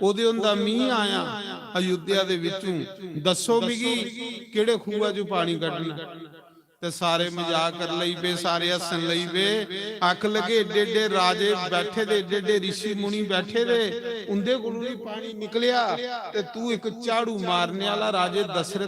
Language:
Dogri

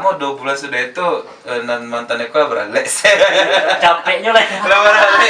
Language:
Minangkabau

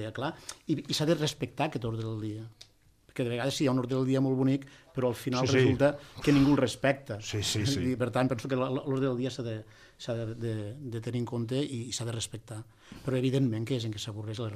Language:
Catalan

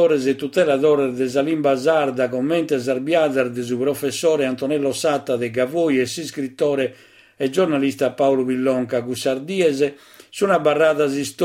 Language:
Sardinian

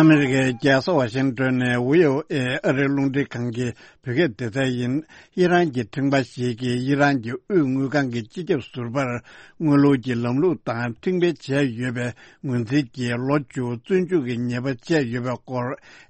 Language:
Tibetan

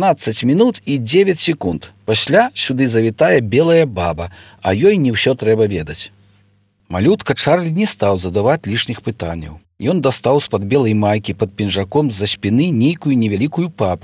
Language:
Belarusian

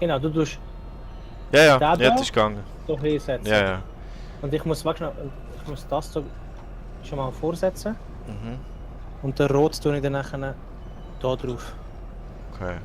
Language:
Swiss German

